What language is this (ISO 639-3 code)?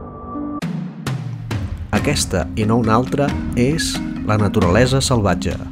cat